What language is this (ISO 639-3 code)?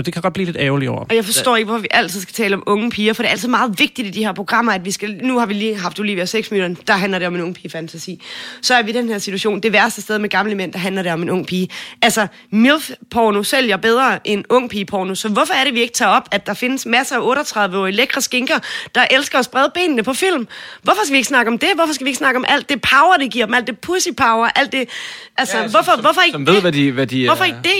dan